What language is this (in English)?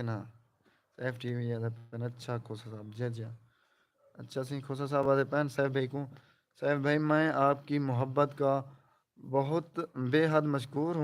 Saraiki